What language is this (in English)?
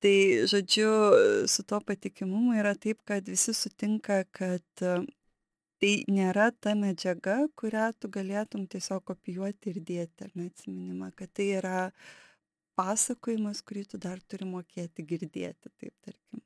Lithuanian